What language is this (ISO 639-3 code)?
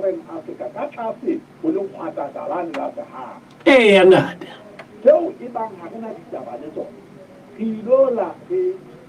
sot